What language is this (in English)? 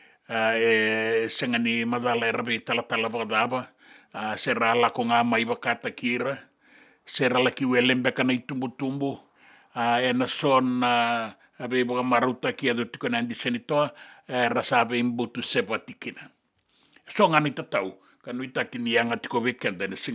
Fijian